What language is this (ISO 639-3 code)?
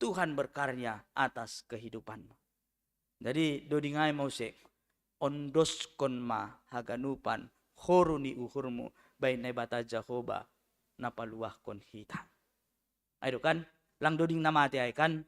bts